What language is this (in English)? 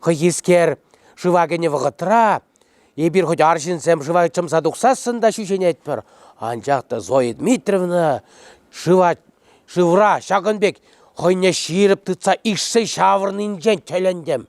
Chuvash